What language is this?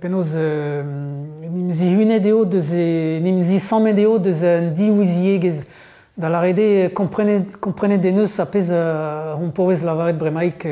Breton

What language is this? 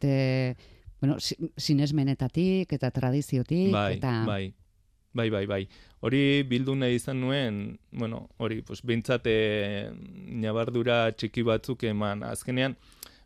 Basque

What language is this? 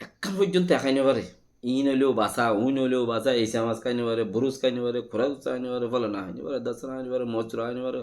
Rohingya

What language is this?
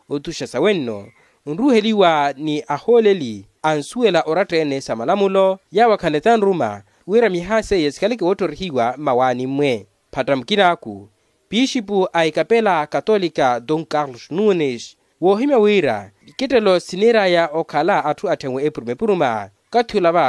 Makhuwa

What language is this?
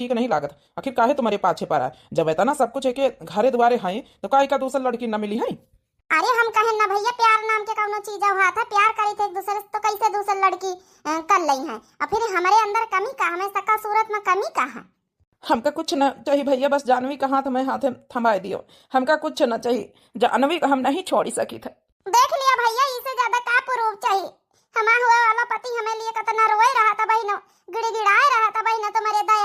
Awadhi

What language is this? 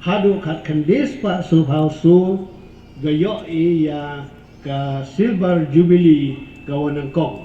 Pnar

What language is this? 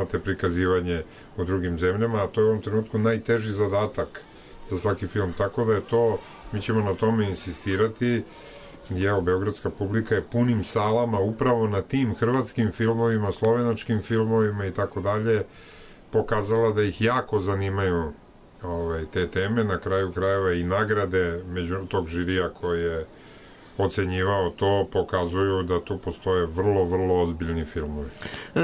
Serbian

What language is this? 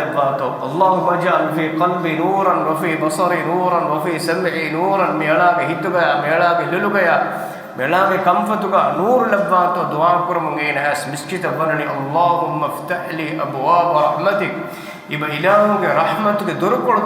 Divehi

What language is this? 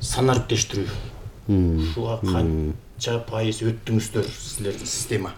Kyrgyz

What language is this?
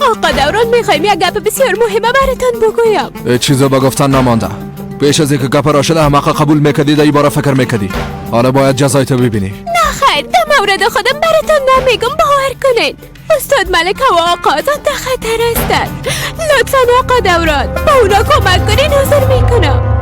Persian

